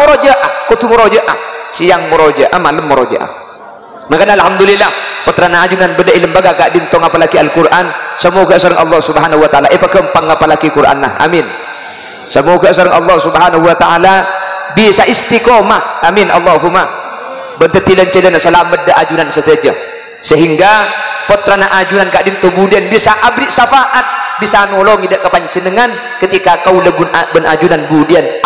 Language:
Madurese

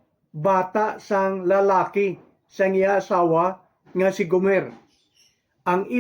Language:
Hiligaynon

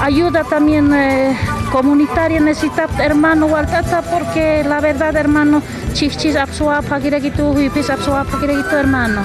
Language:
Aymara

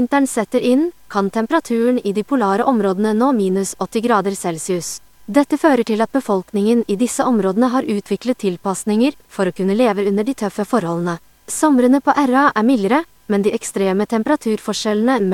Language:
Norwegian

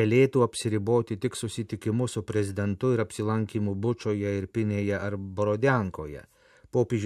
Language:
Lithuanian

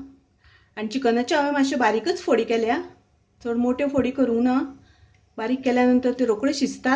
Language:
Konkani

